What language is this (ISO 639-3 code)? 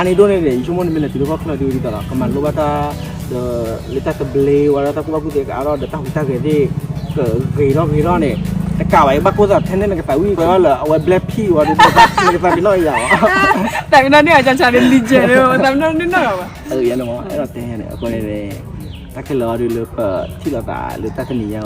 ksw